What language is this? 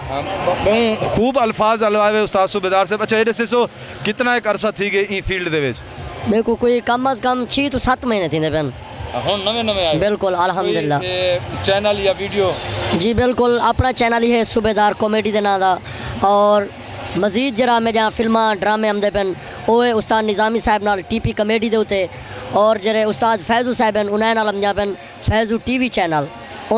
Saraiki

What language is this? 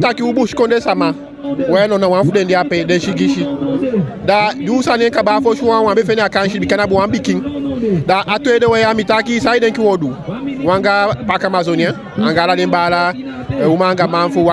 Eastern Maroon Creole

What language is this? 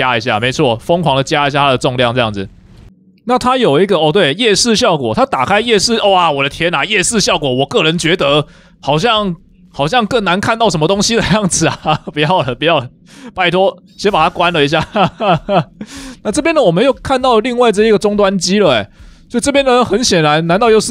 Chinese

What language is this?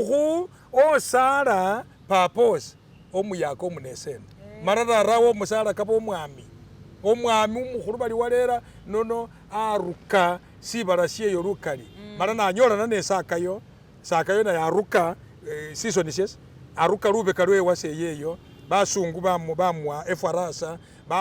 Masaaba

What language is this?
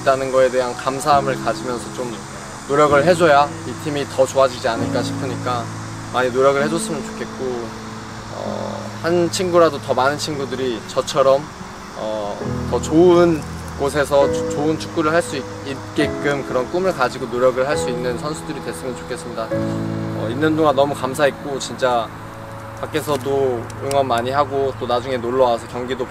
Korean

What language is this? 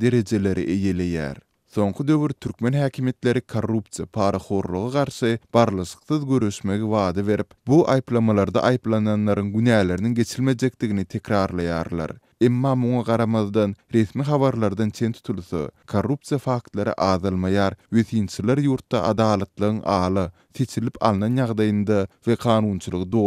Turkmen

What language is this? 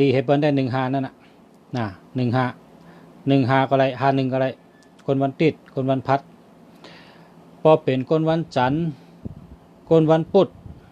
Shan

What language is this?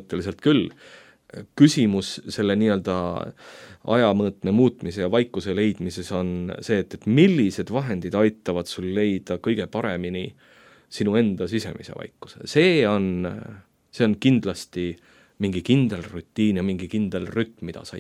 Estonian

